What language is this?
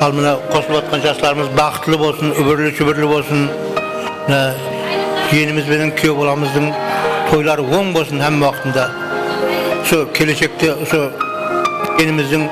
Kara-Kalpak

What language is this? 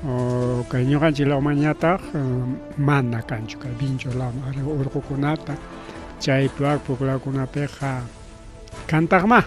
Ayacucho Quechua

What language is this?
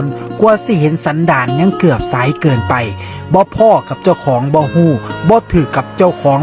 Northeastern Thai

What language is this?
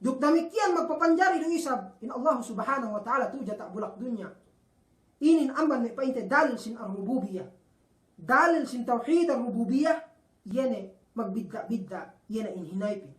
Yakan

